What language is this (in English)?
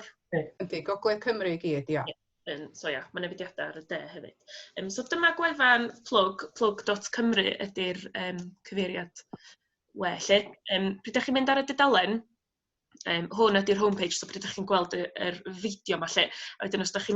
Welsh